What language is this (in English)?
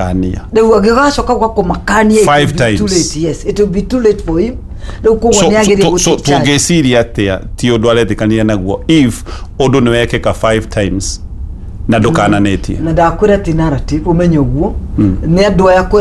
Kikuyu